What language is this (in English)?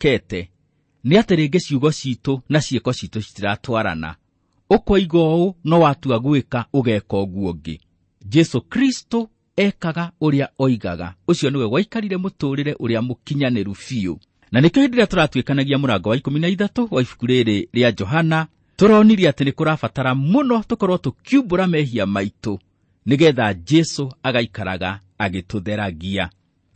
Kikuyu